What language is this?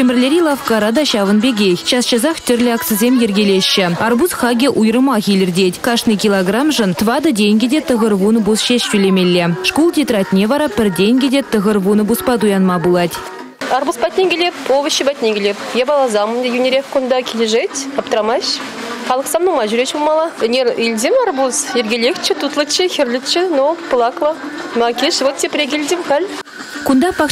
Chuvash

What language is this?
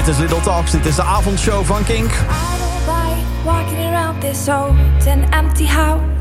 Dutch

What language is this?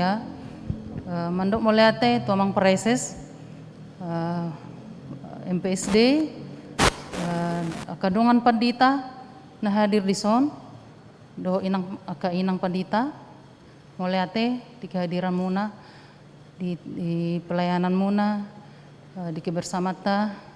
Batak Toba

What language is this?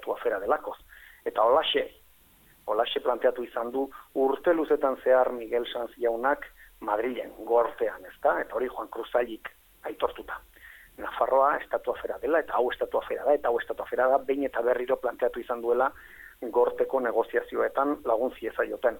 Basque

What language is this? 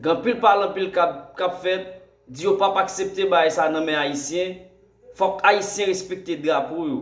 Haitian Creole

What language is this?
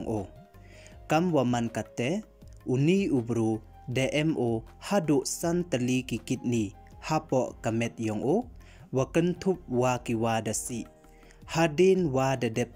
Pnar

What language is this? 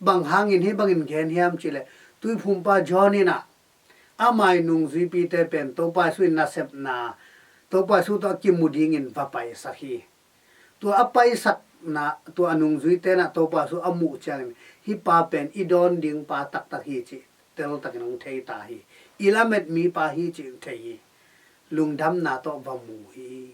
Tedim Chin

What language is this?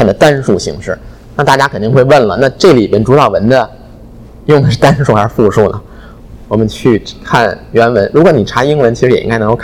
Chinese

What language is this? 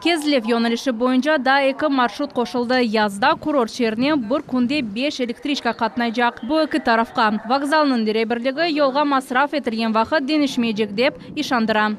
Crimean Tatar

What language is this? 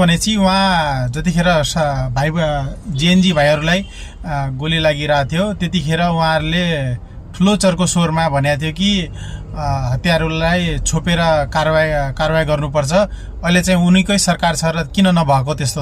Nepali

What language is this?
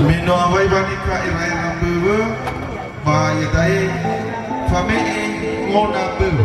Nias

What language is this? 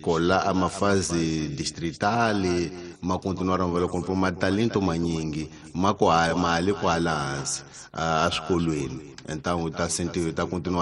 Tsonga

